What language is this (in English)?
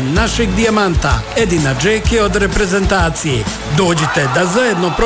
Bosnian